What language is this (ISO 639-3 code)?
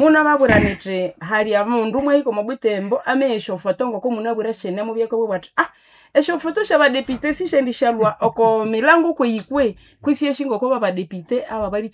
nnb